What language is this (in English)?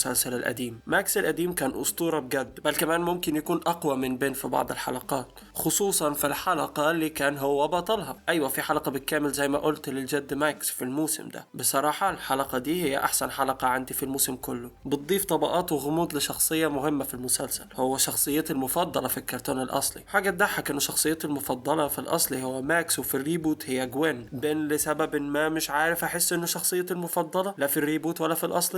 Egyptian Arabic